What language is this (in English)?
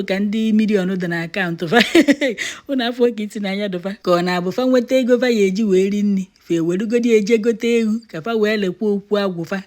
Igbo